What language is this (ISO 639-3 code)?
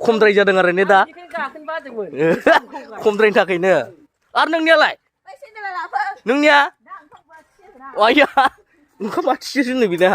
brx